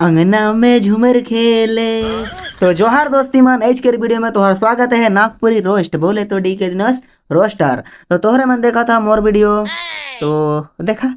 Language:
Sadri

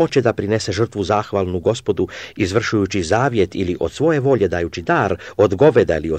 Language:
Serbian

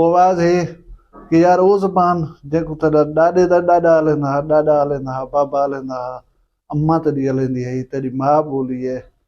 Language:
Saraiki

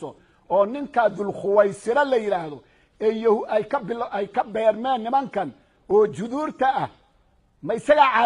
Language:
Somali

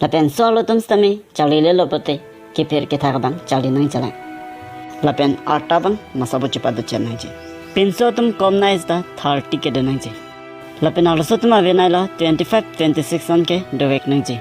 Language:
Karbi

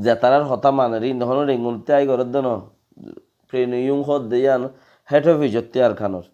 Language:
Rohingya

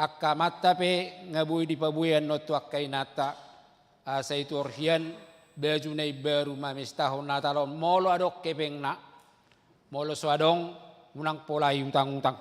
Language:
Batak Toba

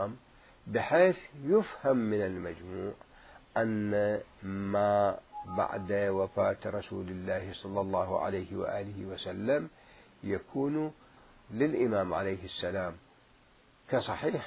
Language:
Mesopotamian Arabic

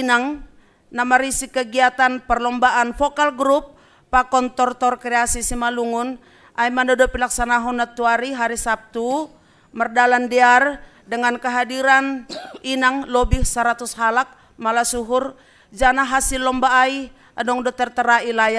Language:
Batak Simalungun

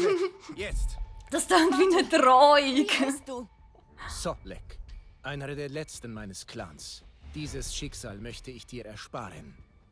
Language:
Swiss German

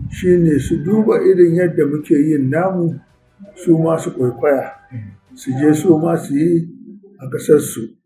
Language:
Hausa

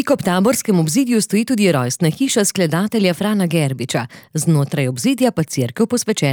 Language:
Slovenian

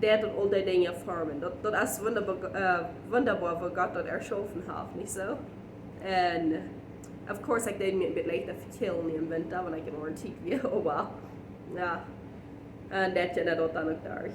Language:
Plautdietsch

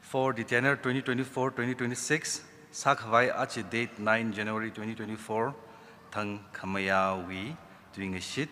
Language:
Tangkhul Naga (India)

